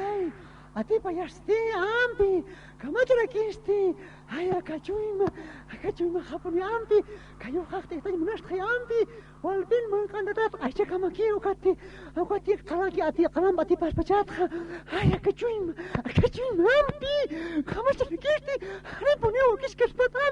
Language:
Aymara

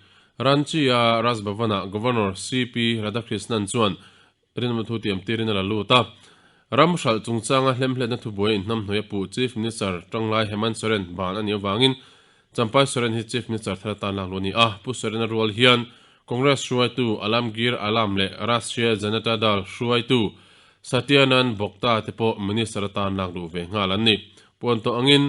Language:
Mizo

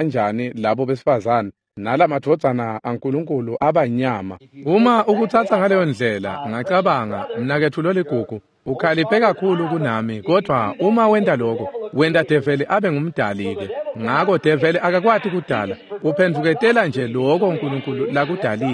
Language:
Swati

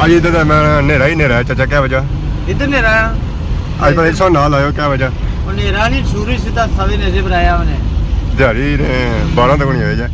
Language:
Pahari-Potwari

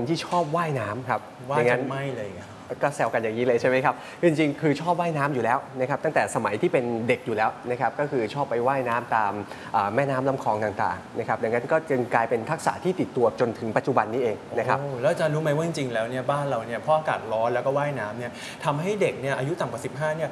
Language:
Thai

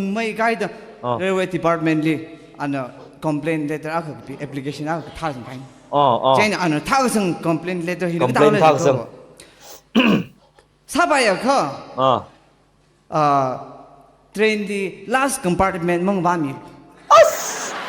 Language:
Tangkhul Naga (India)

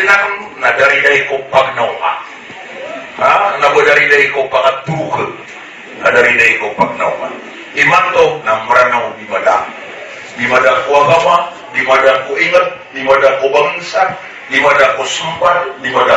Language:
Maranao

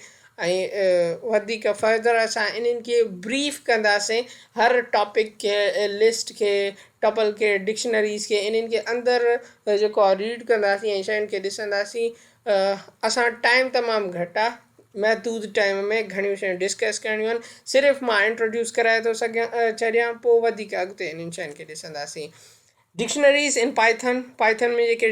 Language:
Sindhi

